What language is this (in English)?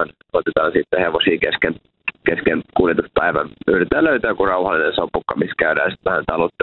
Finnish